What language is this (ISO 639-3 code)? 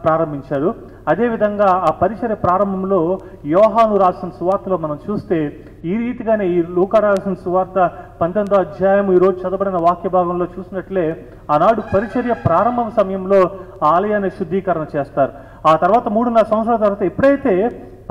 tel